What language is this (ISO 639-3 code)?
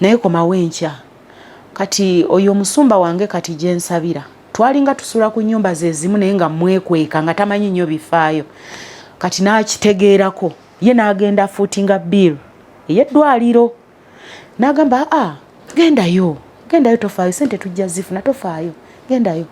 lug